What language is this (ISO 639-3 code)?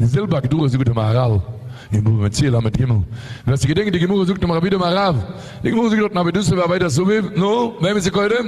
yid